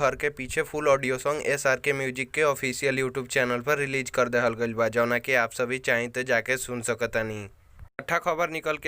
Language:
Bhojpuri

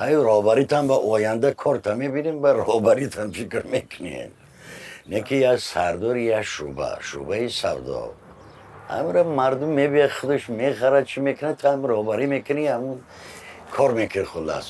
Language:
Tajik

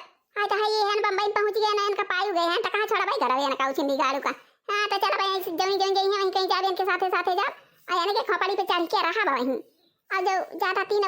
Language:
Awadhi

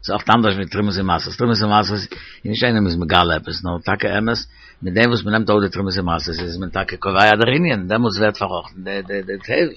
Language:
Yiddish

